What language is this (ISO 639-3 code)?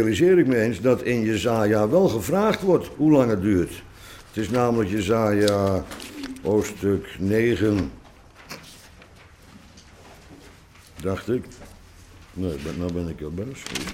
nld